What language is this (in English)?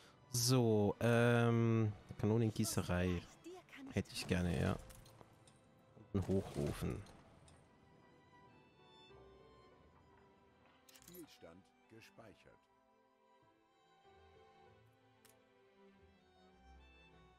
German